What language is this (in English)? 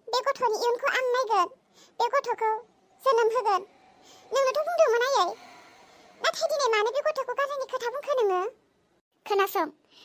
Bodo